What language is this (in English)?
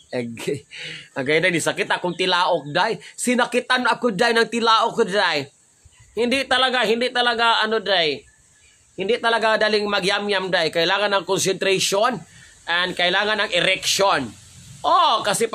Cebuano